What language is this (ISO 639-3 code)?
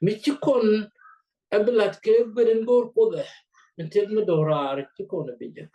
nus